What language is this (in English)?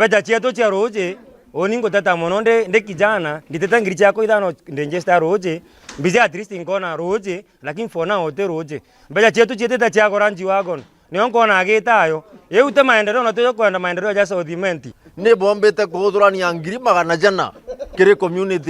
Meru